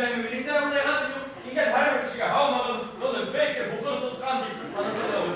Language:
Bashkir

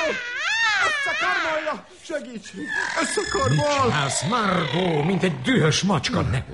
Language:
Hungarian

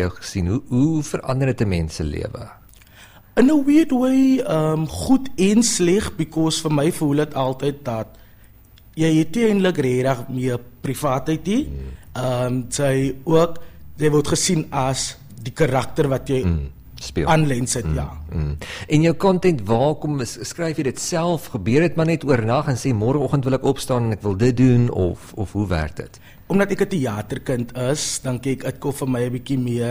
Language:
Afrikaans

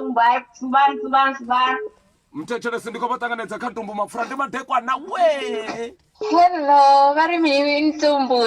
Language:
Venda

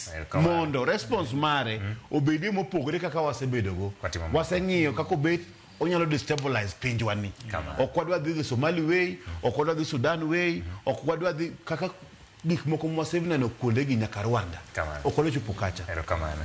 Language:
Luo (Kenya and Tanzania)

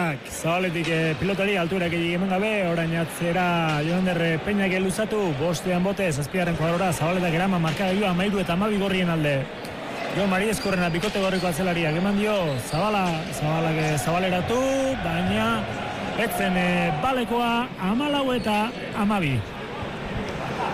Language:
Basque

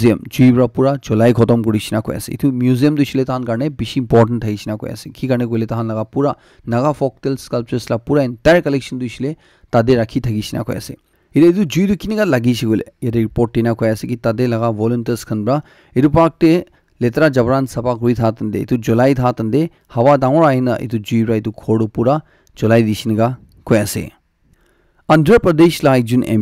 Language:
Naga Pidgin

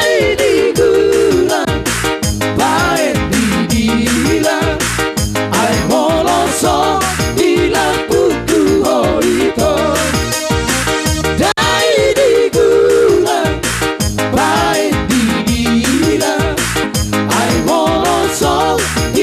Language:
Batak Toba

